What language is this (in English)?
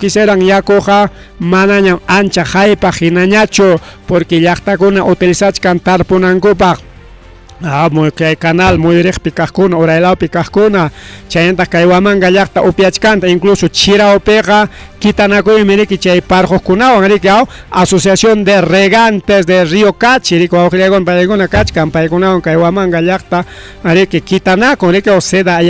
Ayacucho Quechua